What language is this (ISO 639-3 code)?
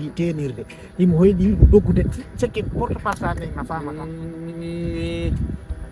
ful